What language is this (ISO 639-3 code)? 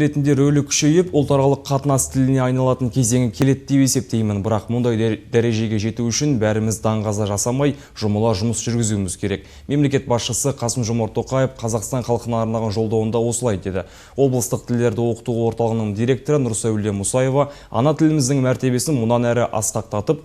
kaz